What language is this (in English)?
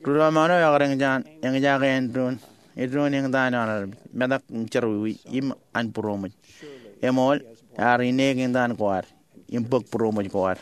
Marshallese